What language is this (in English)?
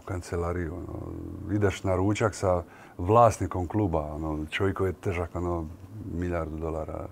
Croatian